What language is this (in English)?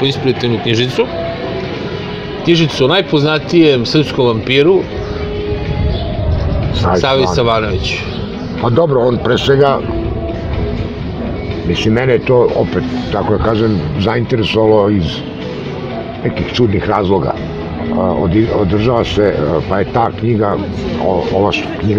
Serbian